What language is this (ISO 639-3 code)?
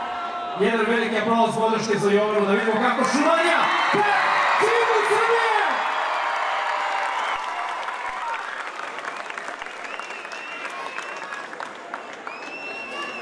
srp